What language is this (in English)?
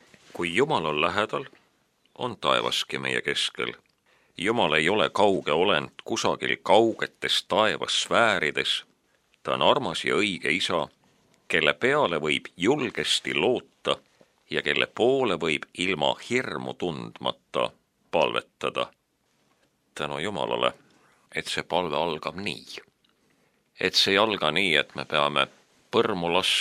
Estonian